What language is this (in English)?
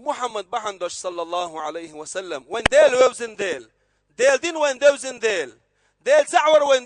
Chechen